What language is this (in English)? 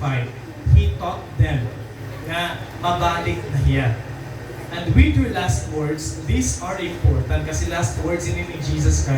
Waray